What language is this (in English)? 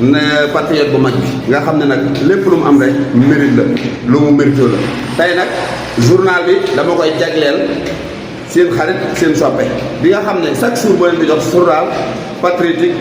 Wolof